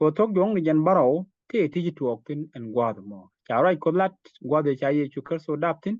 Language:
Nuer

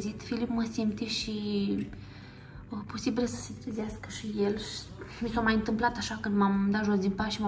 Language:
Romanian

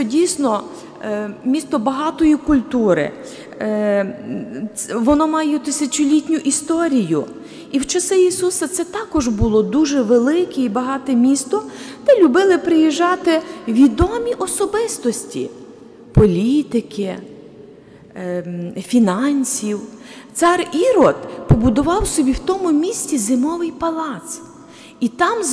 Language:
Ukrainian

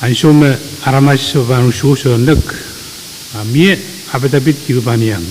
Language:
Pohnpeian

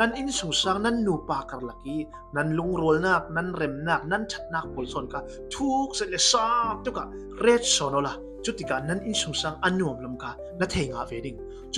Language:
Falam Chin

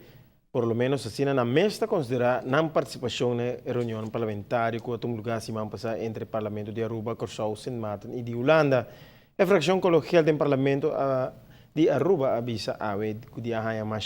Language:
Papiamento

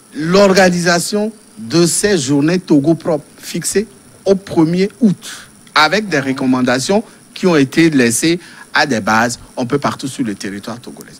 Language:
French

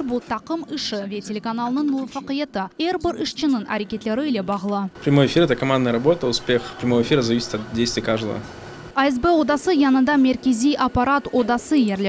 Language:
Crimean Tatar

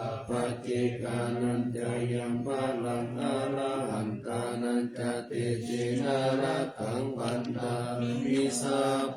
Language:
Pali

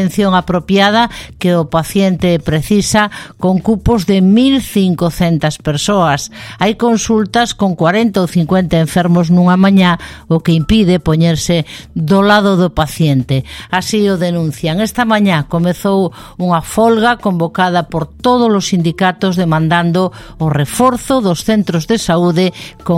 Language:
Galician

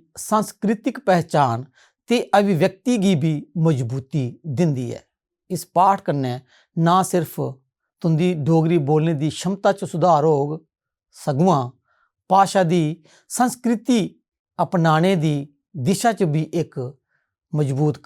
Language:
Dogri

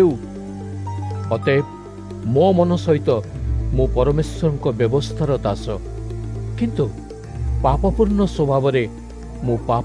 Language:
Odia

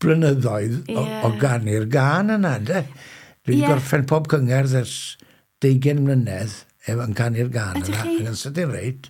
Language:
Welsh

